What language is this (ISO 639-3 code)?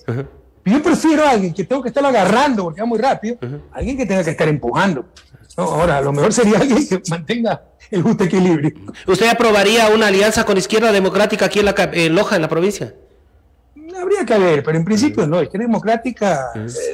spa